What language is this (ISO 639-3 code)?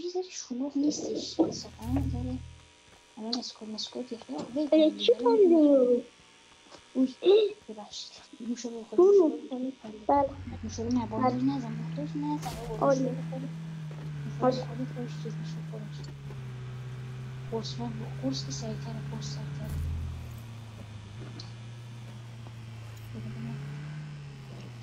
fas